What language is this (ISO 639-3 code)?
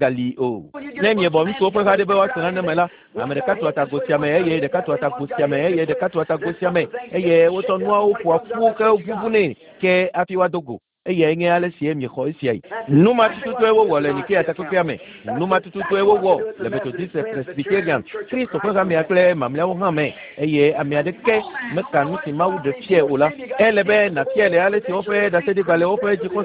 ewe